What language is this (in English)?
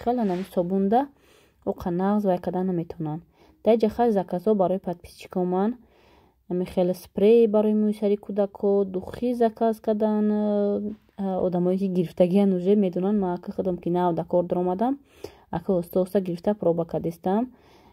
Tajik